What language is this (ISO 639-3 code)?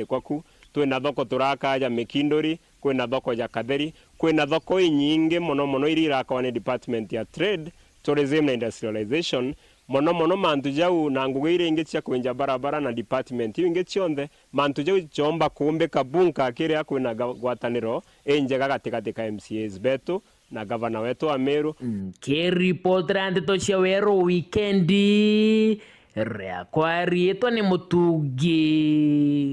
mer